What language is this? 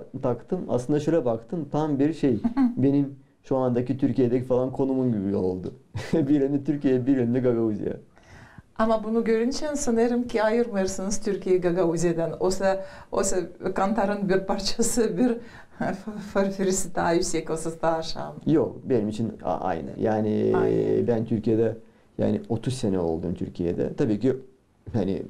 Gagauz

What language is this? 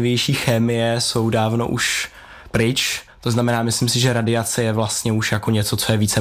Czech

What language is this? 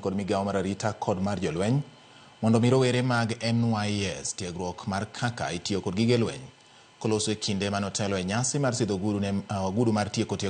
Luo (Kenya and Tanzania)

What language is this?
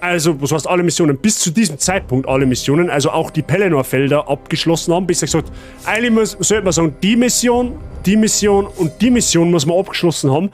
Bavarian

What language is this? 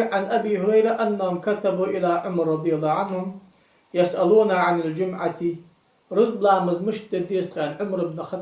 Ingush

